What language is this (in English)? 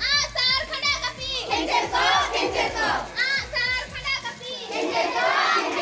Santali